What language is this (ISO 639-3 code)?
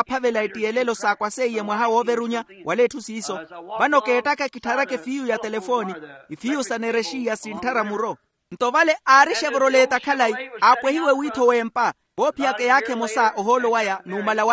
vmw